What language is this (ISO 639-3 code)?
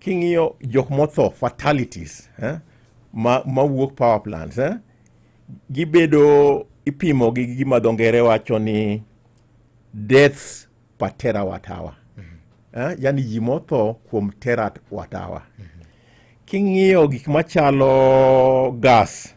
luo